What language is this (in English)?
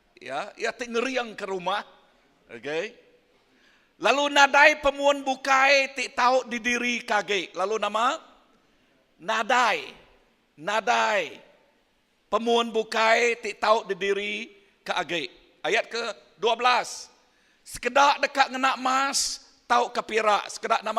Iban